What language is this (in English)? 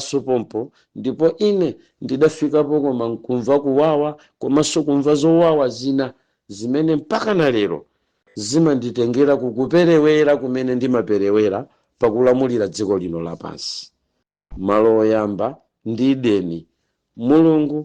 Nyanja